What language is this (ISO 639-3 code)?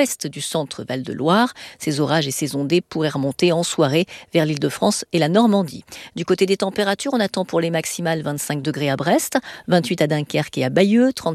fra